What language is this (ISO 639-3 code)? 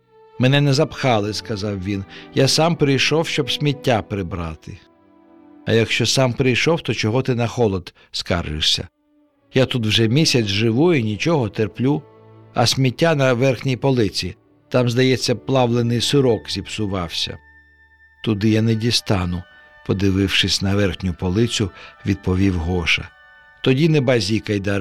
ukr